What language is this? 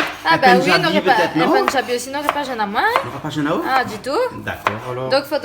Réunion Creole French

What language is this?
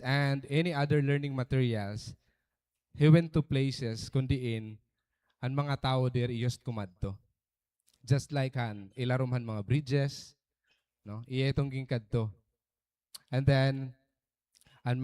Waray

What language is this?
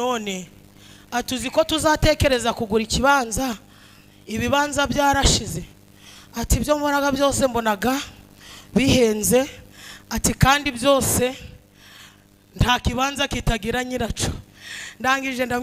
Kinyarwanda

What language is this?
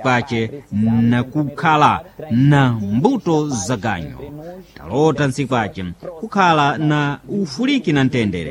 Sena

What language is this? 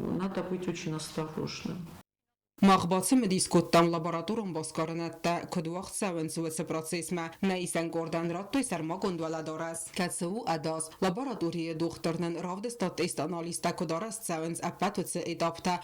Ossetic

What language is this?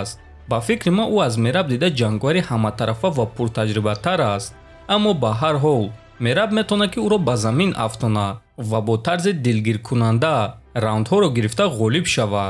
Tajik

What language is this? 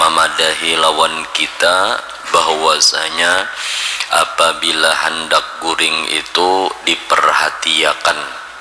Banjar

